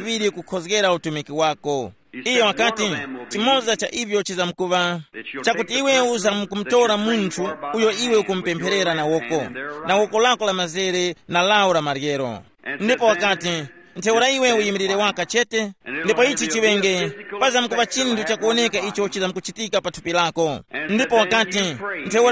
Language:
Tumbuka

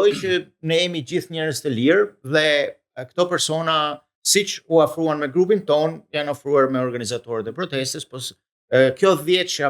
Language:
Albanian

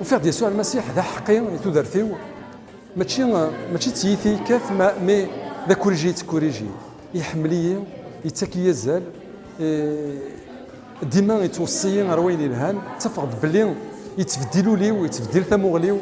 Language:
Kabyle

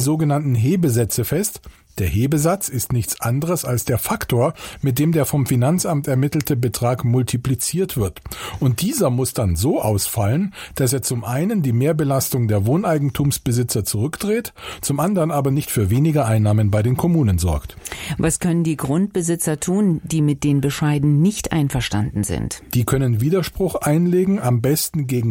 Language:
German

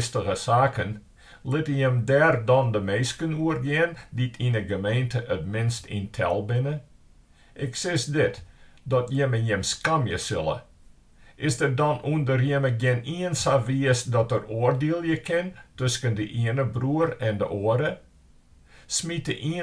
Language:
Western Frisian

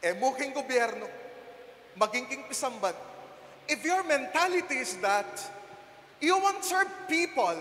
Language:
Pampanga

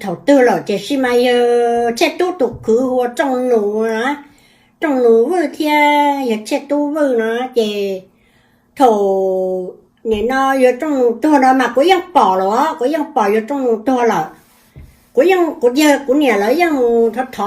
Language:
Hmong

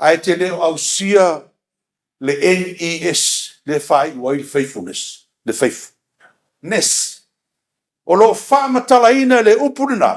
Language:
Samoan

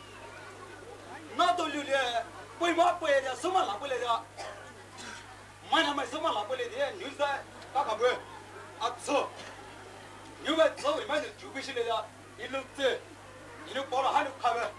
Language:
Poumei Naga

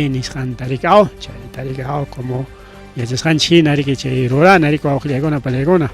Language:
Ayacucho Quechua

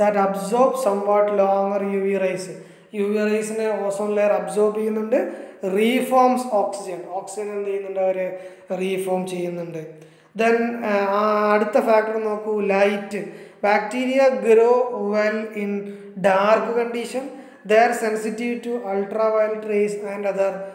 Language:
Malayalam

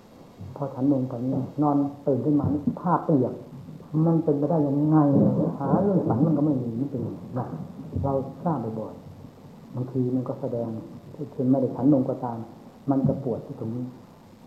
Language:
Thai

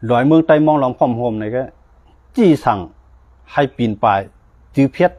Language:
Shan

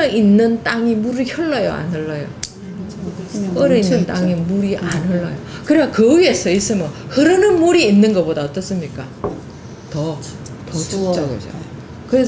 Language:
Korean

